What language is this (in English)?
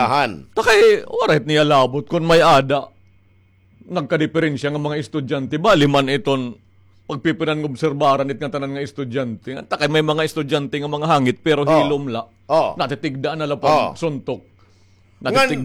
Waray